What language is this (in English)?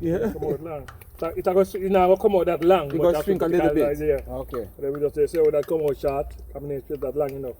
Jamaican Creole English